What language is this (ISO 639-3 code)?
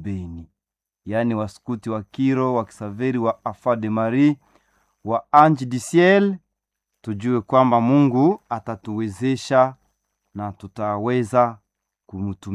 swa